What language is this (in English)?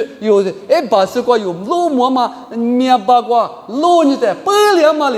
Lisu